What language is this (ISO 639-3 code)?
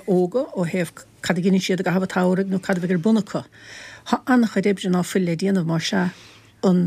gle